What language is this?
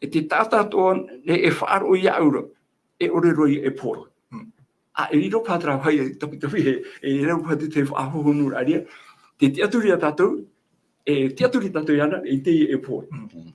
Tahitian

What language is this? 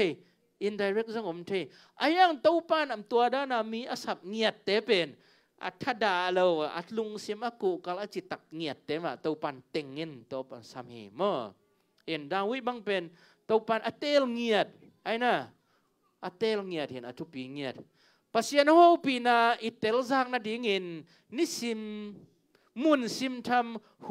Tedim Chin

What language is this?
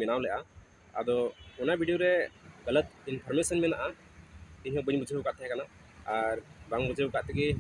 Santali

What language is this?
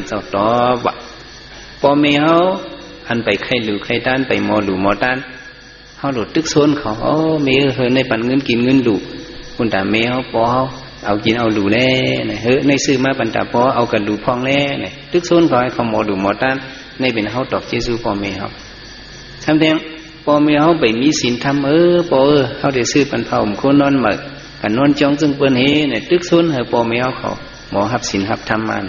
Shan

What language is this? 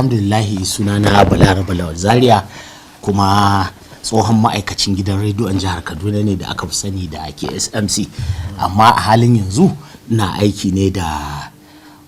Hausa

